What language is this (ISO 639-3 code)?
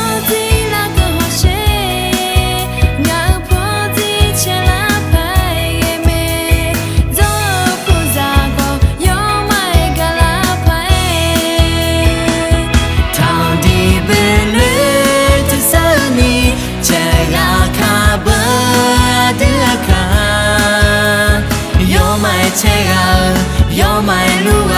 ahk